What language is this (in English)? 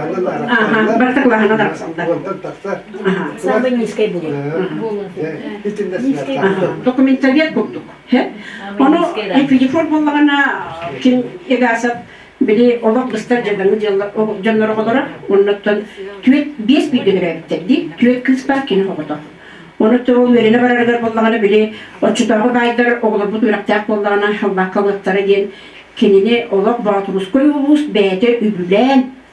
Yakut